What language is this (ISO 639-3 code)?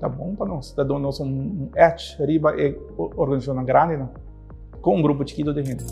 pap